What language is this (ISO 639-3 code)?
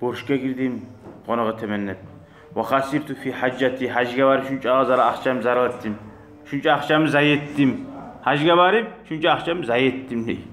kum